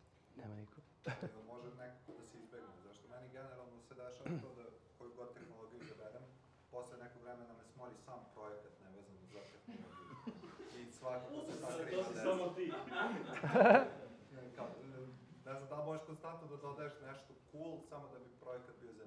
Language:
Serbian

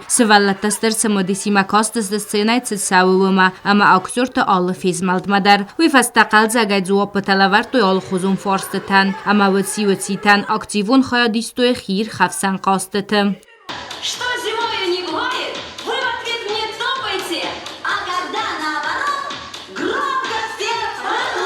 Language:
Ossetic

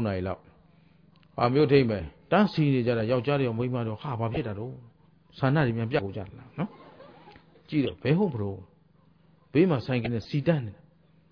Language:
Burmese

